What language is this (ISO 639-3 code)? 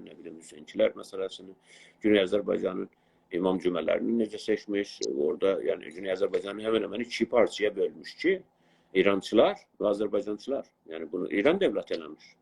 azb